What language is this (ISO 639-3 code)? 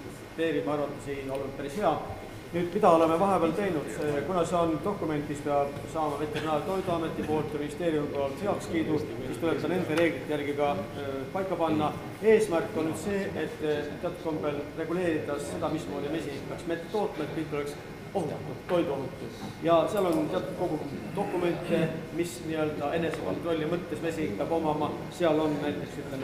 est